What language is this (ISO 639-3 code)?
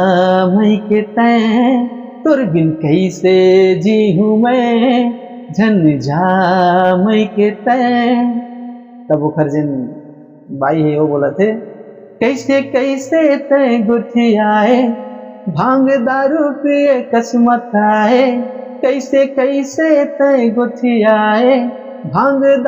hne